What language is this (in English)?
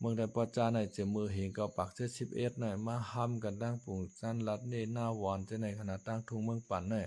Shan